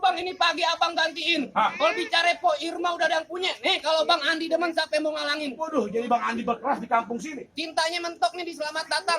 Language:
Betawi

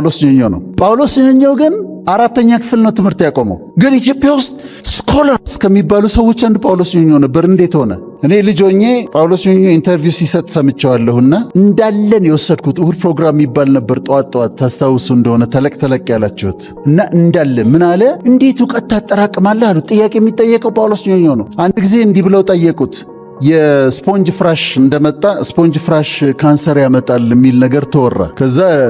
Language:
Amharic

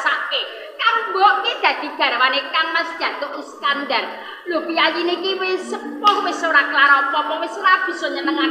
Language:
Javanese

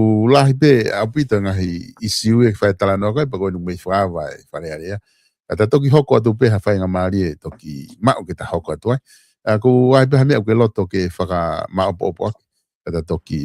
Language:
Tongan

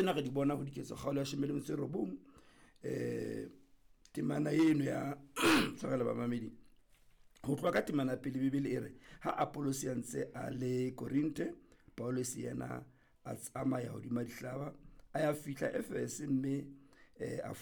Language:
Southern Sotho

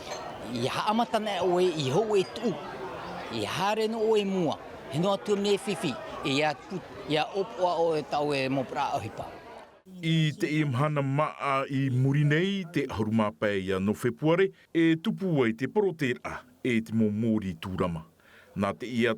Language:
Tahitian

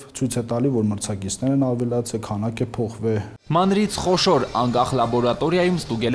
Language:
Armenian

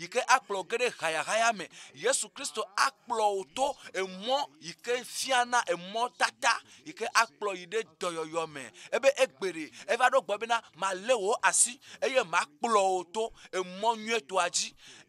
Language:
Ewe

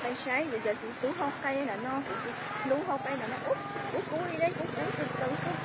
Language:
Hmong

